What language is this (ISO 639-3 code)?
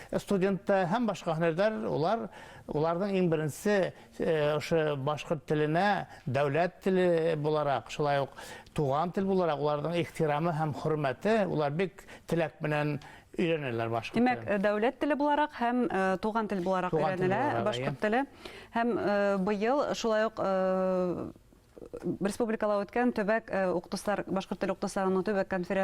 bak